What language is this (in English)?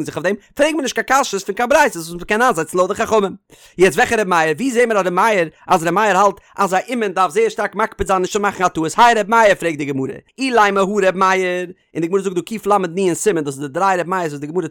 Yiddish